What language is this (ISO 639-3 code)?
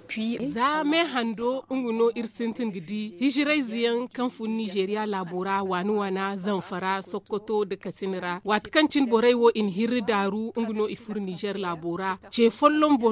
dje